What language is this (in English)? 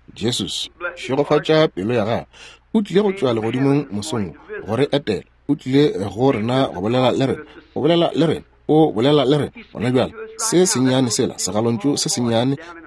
Northern Sotho